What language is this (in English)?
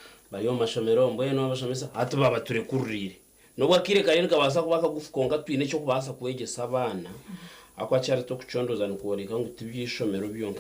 Nyankole